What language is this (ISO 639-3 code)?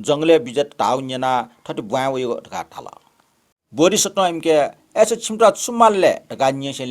new